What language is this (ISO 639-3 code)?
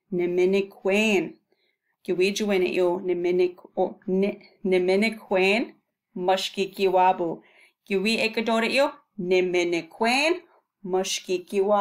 ciw